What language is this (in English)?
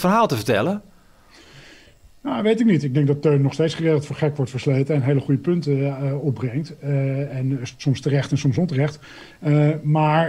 Dutch